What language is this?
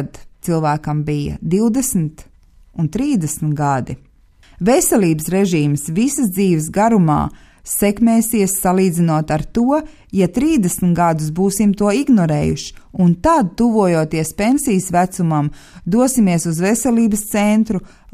Latvian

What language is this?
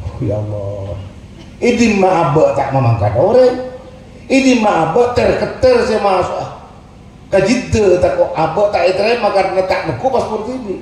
Madurese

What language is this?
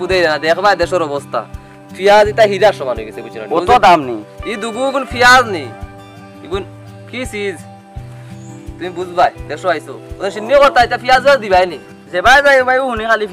Sylheti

